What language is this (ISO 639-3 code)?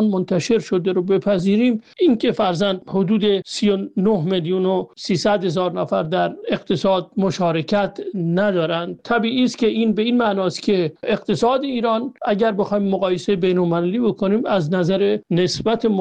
fas